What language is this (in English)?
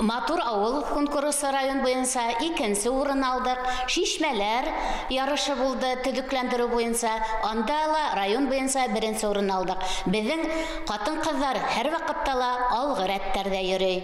Bashkir